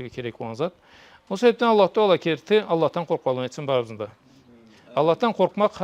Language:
Karachay-Balkar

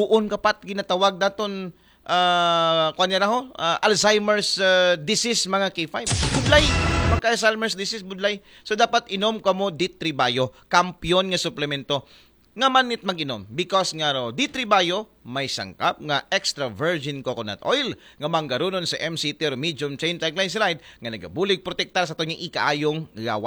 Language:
Aklanon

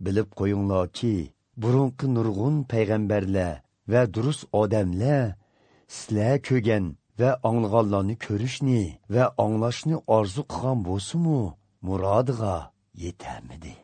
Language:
Azerbaijani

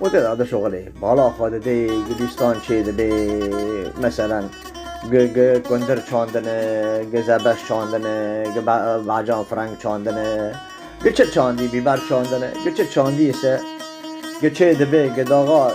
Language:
Kurdish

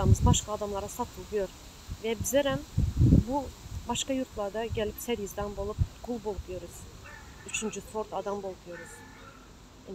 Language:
Turkmen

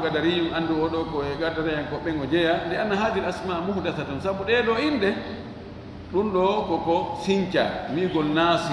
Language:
Fula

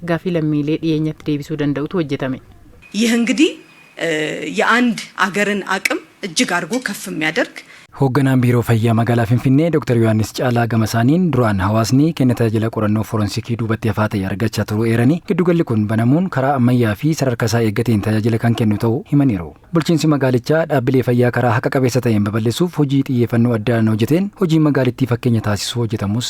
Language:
Oromo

